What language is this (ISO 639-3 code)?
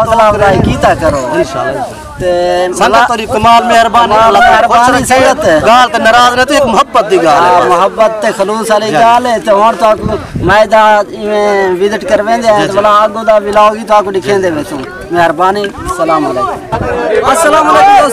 skr